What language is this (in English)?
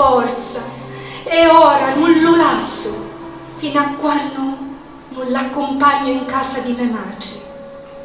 Sicilian